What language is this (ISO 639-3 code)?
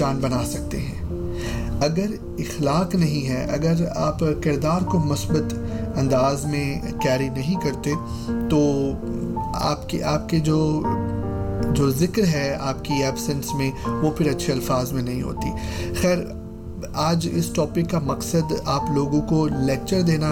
urd